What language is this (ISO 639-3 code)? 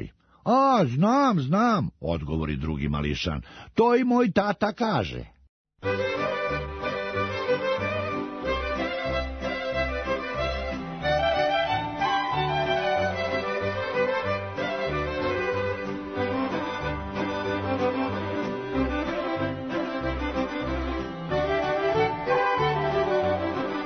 srp